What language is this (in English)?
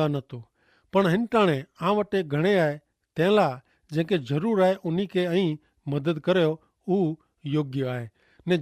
Kachhi